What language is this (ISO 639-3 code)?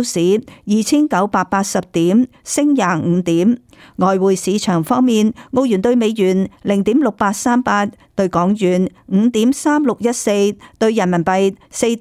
yue